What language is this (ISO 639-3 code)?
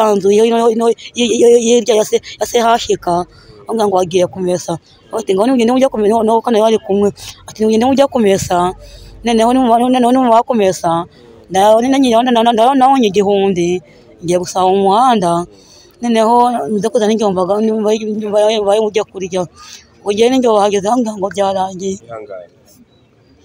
kin